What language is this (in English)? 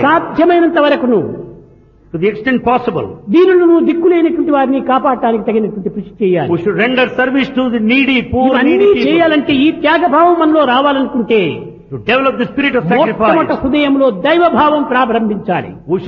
Telugu